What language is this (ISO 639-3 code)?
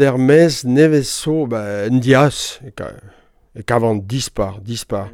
bre